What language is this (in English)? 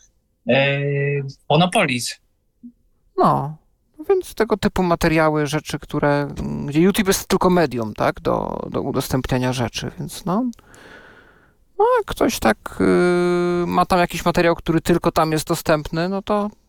Polish